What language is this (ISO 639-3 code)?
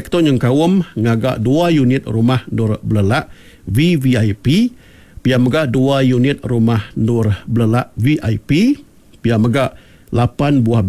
iba